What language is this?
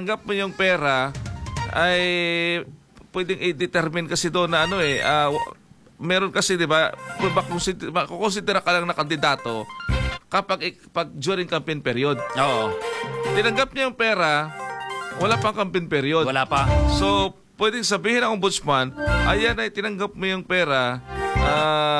Filipino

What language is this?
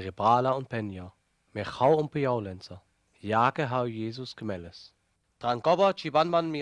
Sinte Romani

